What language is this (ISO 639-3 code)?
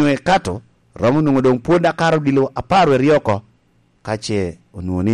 laj